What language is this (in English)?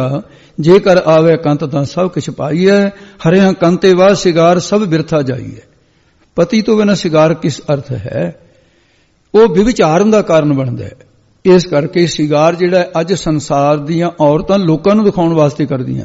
Punjabi